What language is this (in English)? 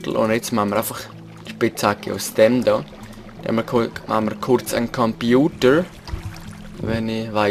Swiss German